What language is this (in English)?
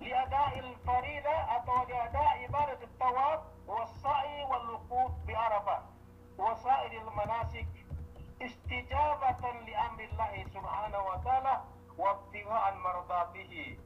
Yakan